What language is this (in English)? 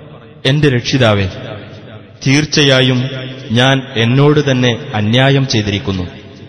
Malayalam